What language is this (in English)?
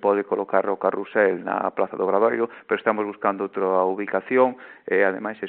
Galician